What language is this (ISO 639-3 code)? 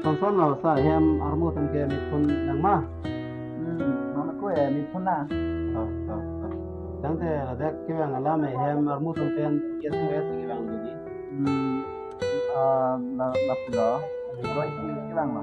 mjw